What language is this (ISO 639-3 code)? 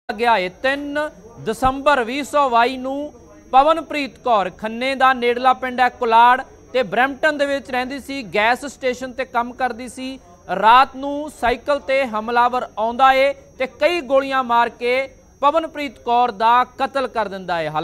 pan